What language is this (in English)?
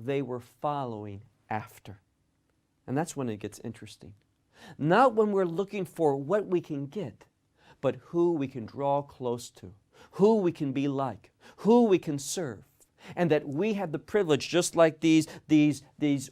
English